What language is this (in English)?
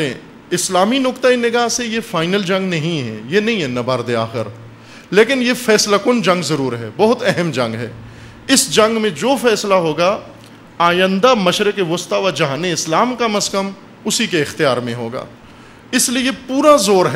Urdu